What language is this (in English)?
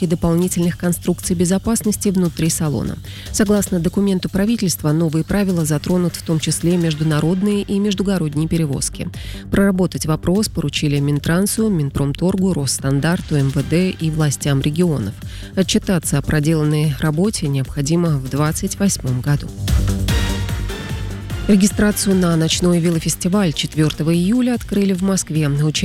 Russian